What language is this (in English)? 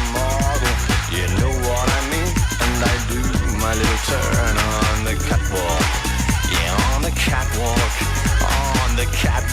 Western Frisian